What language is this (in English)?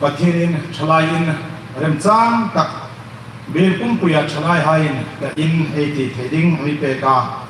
Hmar